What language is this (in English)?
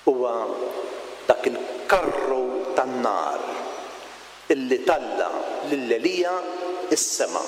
Maltese